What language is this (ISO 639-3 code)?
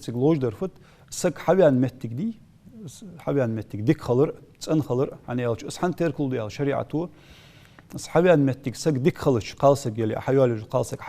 inh